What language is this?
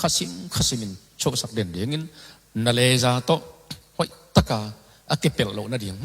Tedim Chin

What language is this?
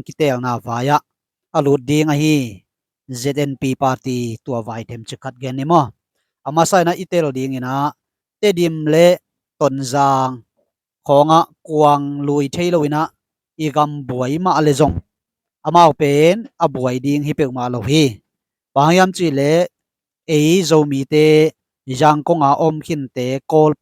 Tedim Chin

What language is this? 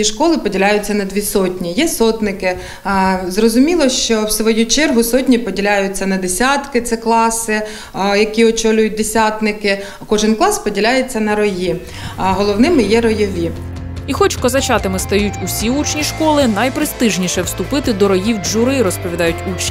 Ukrainian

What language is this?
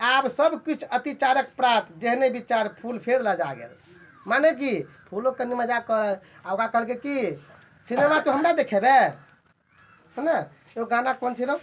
Maithili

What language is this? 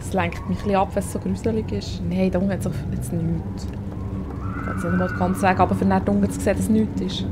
Swiss German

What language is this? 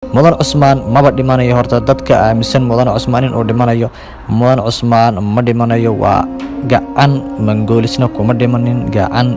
Somali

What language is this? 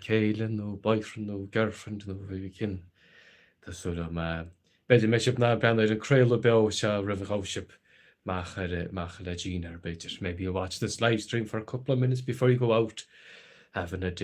Irish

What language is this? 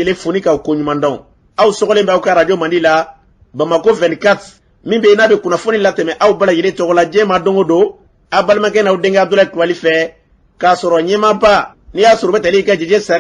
Bambara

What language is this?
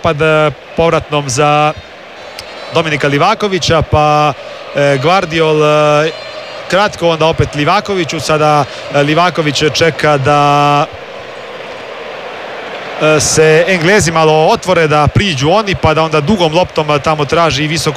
Croatian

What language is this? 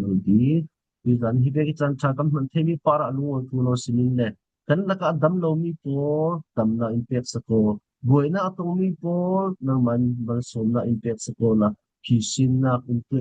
Falam Chin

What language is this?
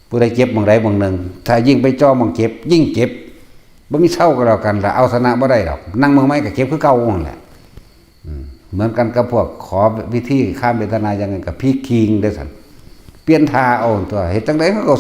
Northeastern Thai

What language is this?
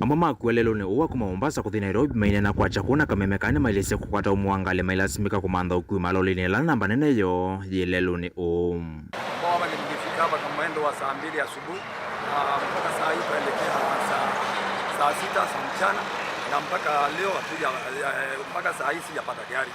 Kamba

